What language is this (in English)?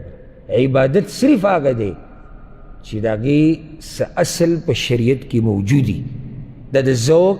Pashto